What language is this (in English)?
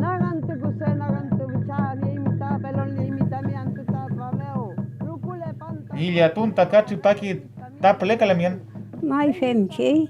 Mapuche